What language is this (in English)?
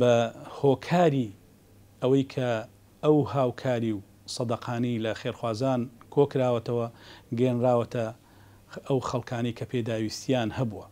Central Kurdish